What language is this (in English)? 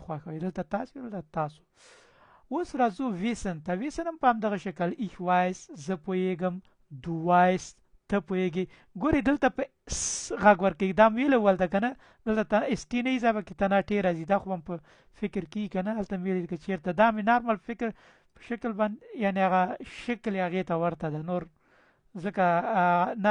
Pashto